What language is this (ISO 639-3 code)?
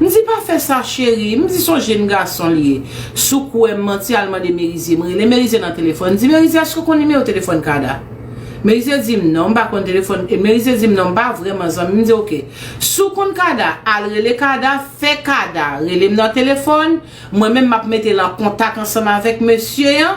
hat